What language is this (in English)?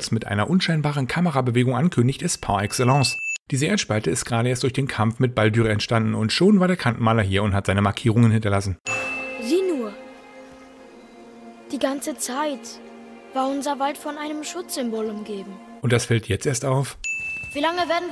German